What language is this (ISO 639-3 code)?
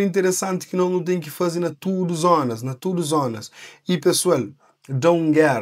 kea